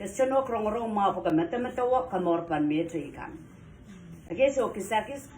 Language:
Pohnpeian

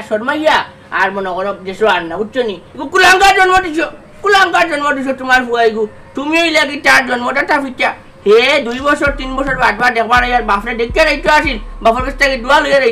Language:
Sylheti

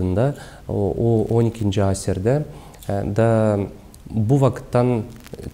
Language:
Gagauz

